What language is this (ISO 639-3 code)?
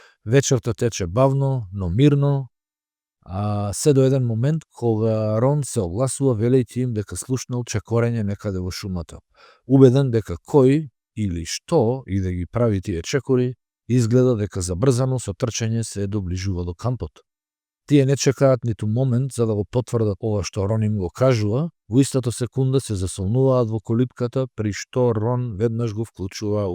mkd